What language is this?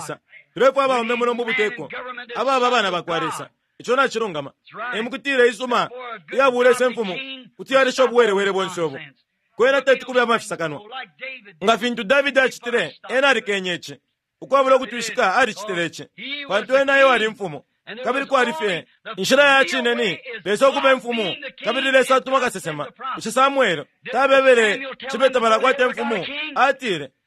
Bemba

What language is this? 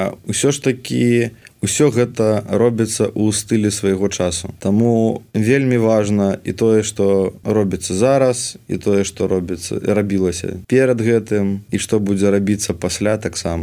Belarusian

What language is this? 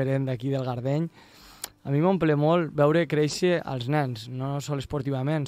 Catalan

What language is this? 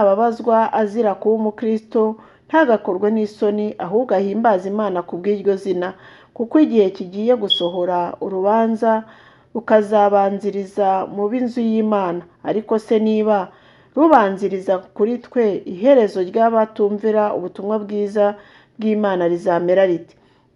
Kinyarwanda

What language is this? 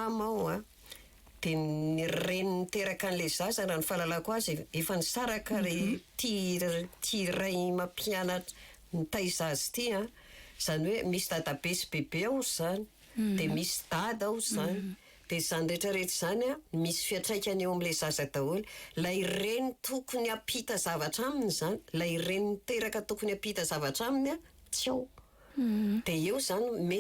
Malagasy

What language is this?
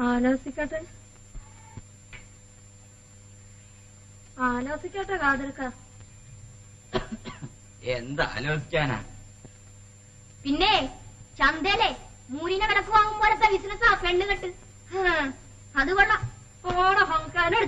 Malayalam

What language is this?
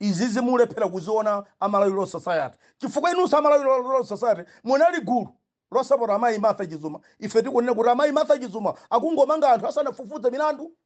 Nyanja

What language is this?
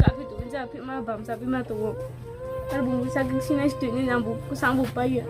Riang (India)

